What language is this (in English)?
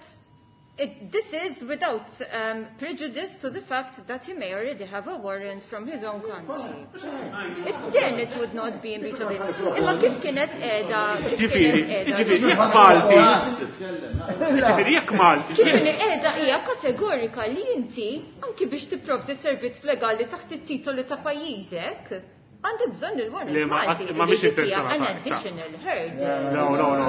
Maltese